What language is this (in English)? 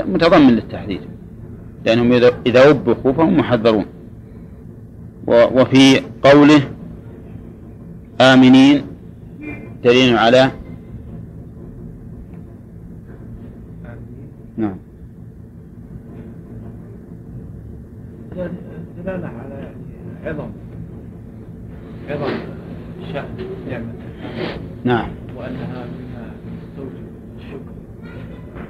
Arabic